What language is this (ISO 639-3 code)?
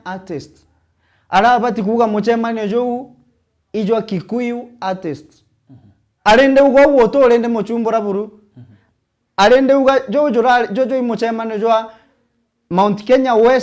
mer